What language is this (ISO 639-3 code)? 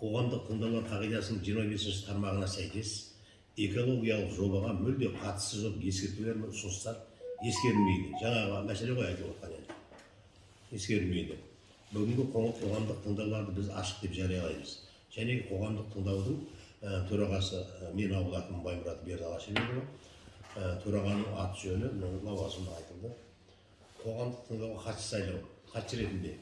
kaz